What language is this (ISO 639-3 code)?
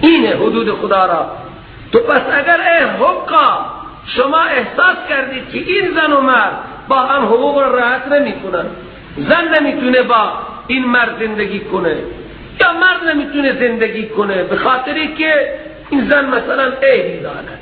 fas